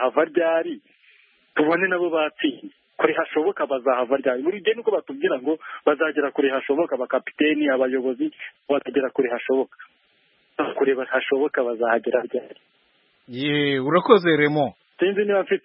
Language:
Kinyarwanda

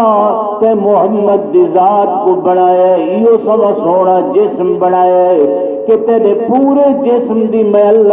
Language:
Saraiki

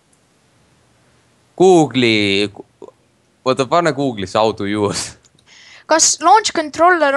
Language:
Estonian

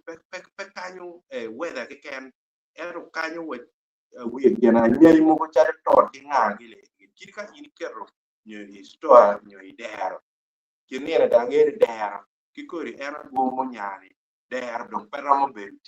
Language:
Acoli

